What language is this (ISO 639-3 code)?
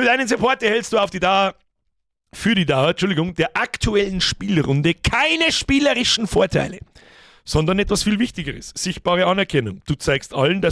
bar